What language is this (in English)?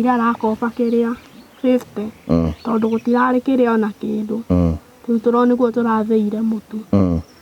Kikuyu